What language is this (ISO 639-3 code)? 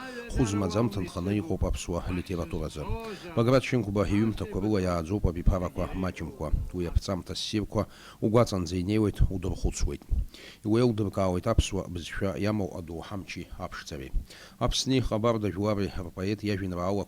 abk